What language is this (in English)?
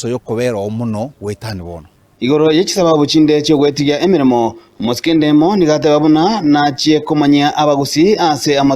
Gusii